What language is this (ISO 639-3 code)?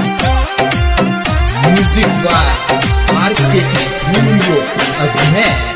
hin